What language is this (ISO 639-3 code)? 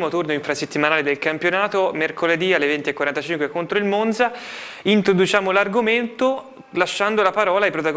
ita